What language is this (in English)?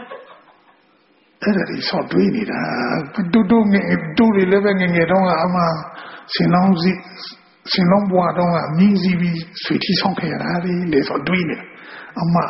Burmese